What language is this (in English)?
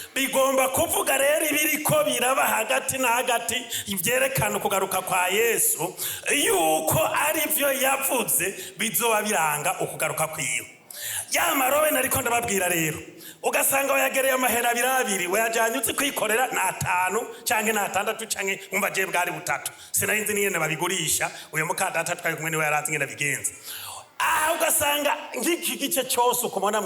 Rundi